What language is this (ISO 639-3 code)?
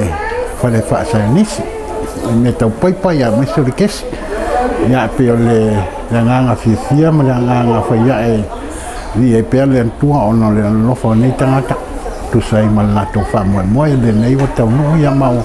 smo